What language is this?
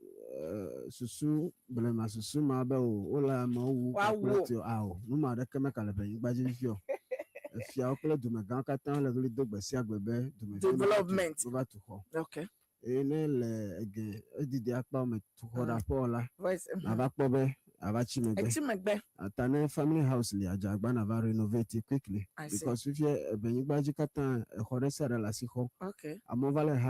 Ewe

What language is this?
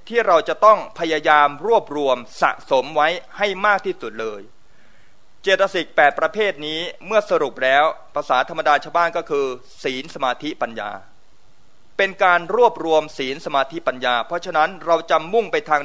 Thai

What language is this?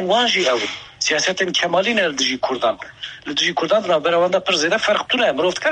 Kurdish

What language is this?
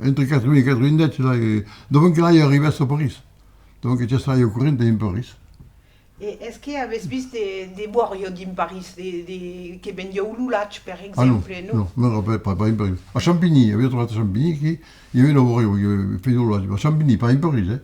Occitan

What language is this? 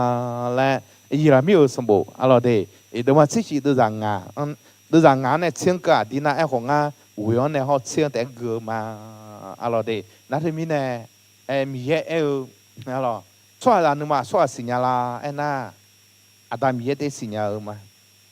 Akha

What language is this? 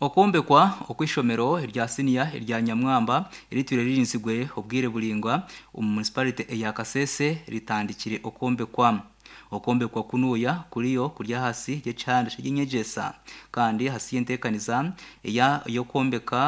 Nyankole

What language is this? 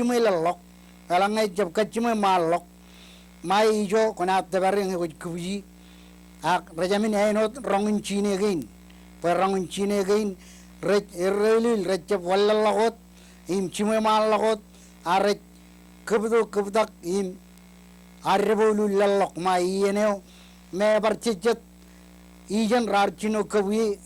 Marshallese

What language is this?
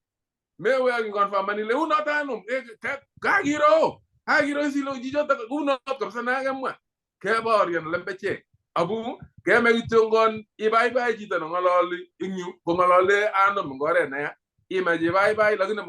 Kalenjin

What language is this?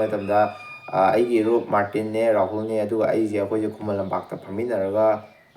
Manipuri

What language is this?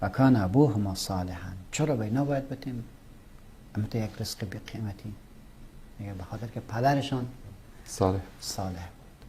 Persian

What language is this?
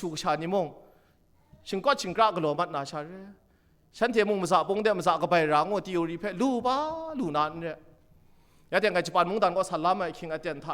Kachin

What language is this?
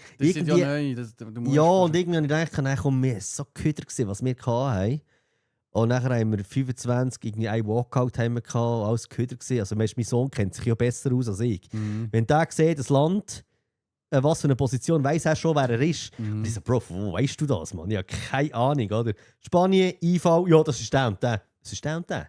Swiss German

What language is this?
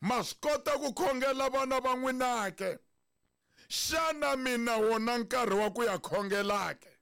Tsonga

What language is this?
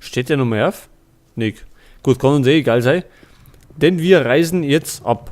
Bavarian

